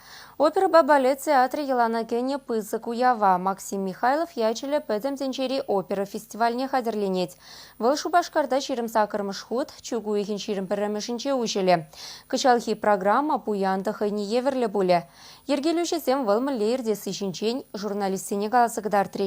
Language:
Chuvash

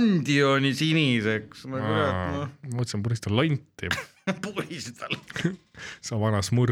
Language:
Estonian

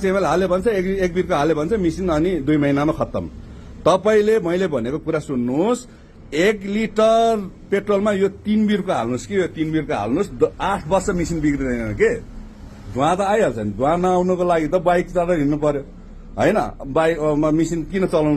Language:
Nepali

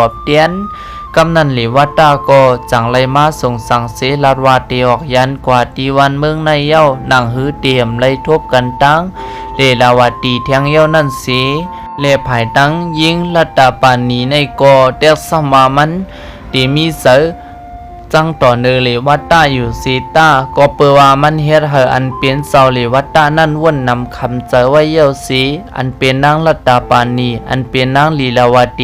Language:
Shan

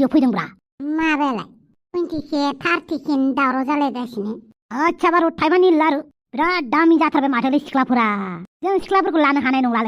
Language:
Bodo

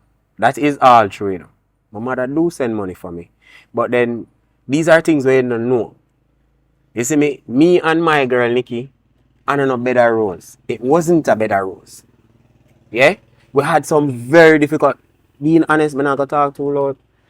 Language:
Jamaican Creole English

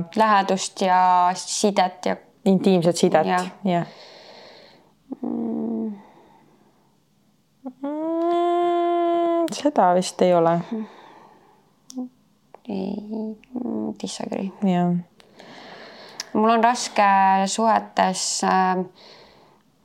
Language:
Estonian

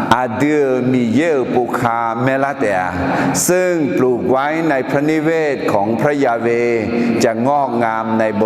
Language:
Akha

